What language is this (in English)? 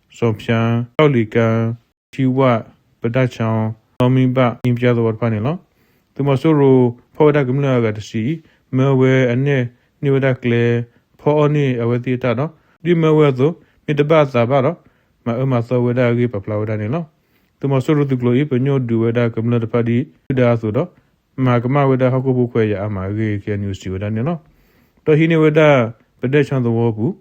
S'gaw Karen